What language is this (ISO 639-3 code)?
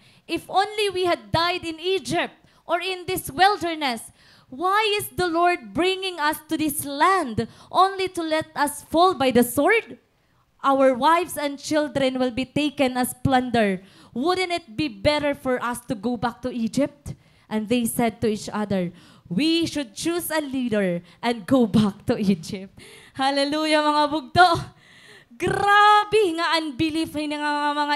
war